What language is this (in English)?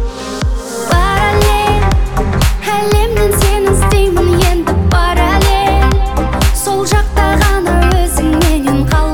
Kazakh